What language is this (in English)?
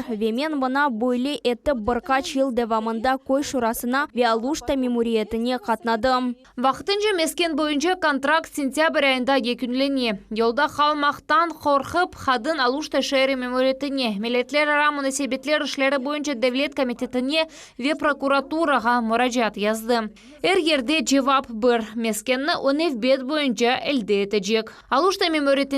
Crimean Tatar